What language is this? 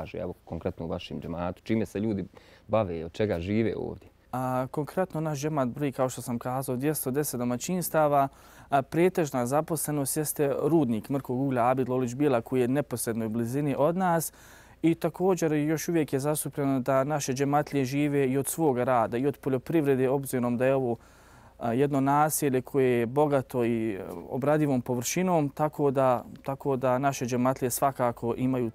Bosnian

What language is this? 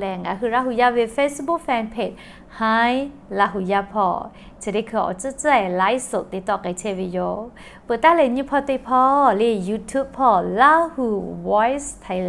Lahu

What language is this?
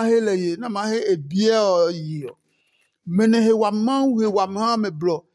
Adangme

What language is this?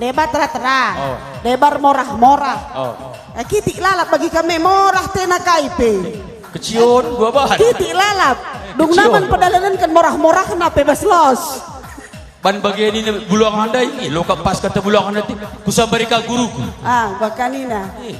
Batak Karo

